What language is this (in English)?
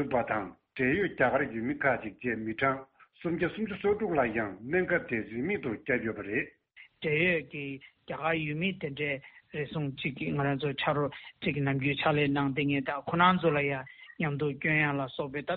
Tibetan